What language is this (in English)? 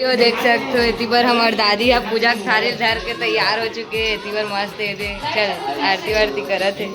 Chhattisgarhi